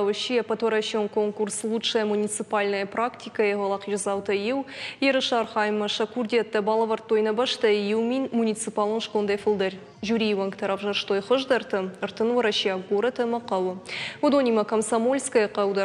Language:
Ossetic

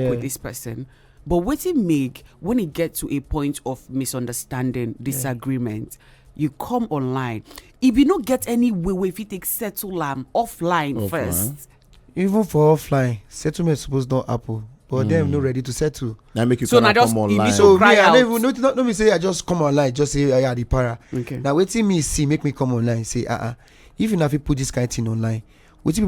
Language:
Nigerian Pidgin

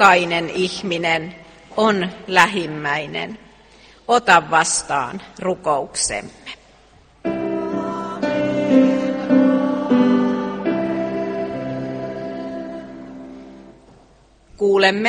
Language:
Finnish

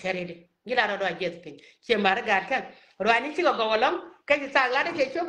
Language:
Nuer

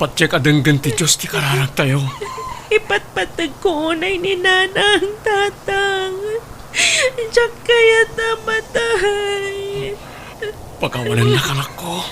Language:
Iloko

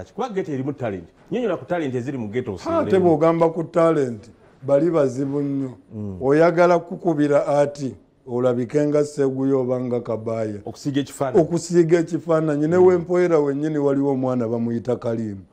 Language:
Ganda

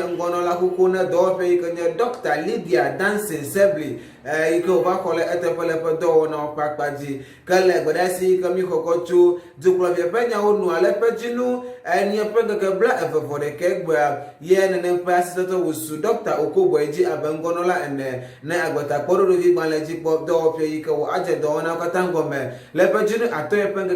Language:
Ewe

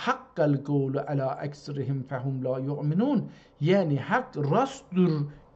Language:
South Azerbaijani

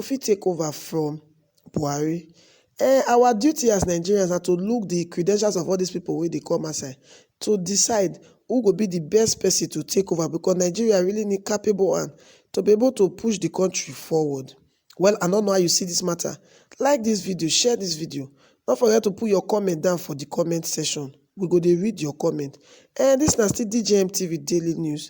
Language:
Nigerian Pidgin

